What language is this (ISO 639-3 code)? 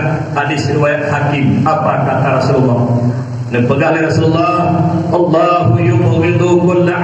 ace